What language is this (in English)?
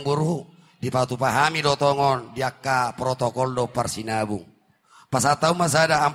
Batak Toba